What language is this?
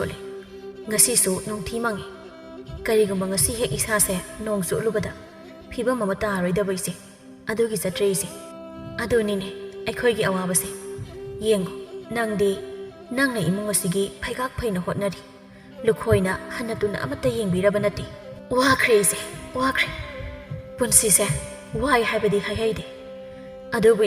Manipuri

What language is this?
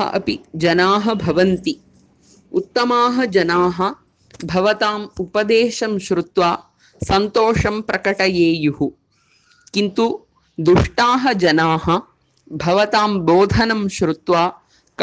Sanskrit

